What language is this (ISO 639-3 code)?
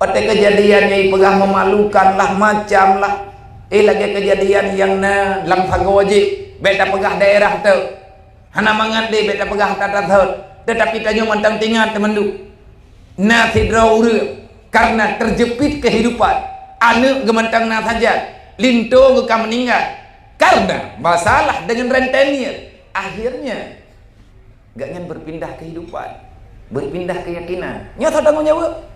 ace